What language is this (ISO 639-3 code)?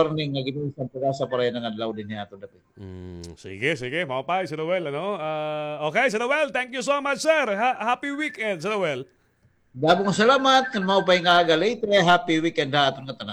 war